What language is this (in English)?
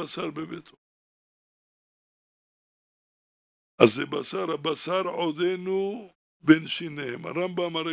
Hebrew